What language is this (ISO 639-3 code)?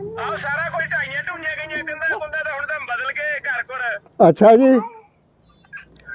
pan